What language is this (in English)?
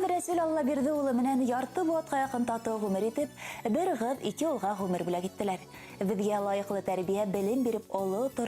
Bashkir